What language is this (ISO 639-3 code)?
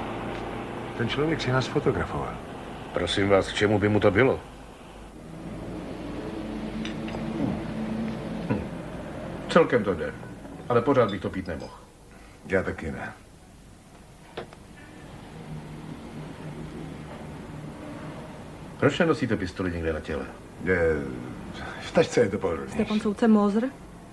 ces